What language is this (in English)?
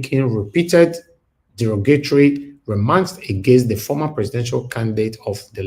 Nigerian Pidgin